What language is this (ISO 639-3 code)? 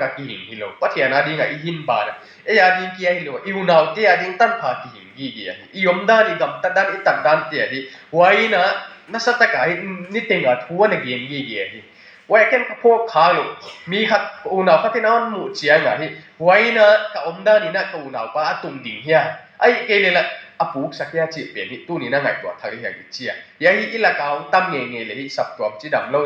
ctd